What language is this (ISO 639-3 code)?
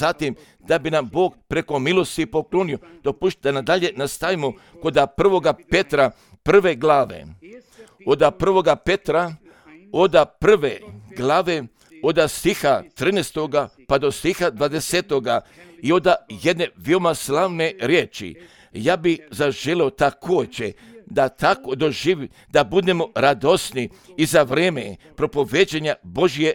srp